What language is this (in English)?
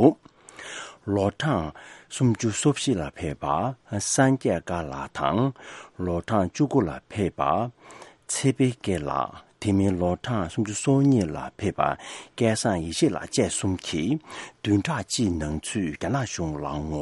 Tibetan